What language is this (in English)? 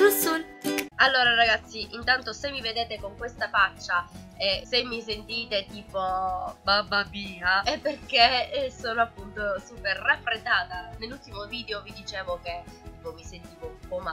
Italian